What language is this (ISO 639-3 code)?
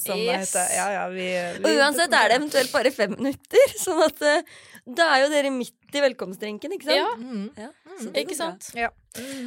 nor